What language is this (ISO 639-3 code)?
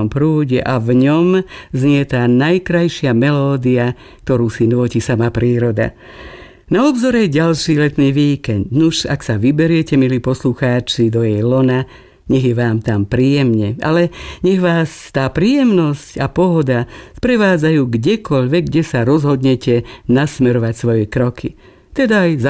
slk